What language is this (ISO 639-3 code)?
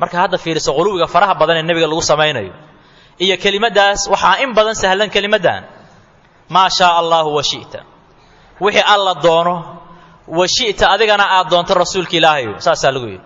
som